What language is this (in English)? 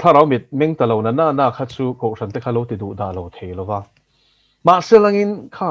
Mizo